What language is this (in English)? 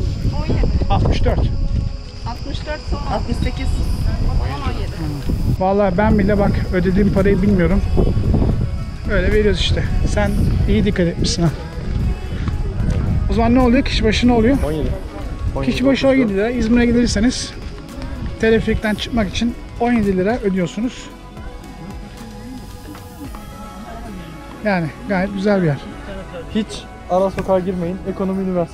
Turkish